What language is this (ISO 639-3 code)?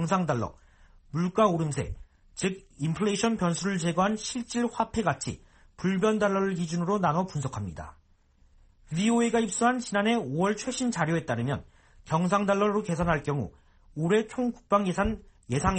kor